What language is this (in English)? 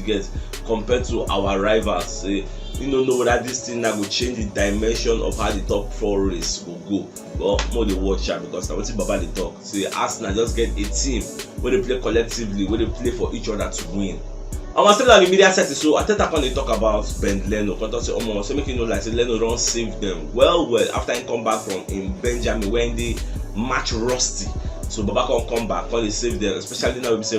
Nigerian Pidgin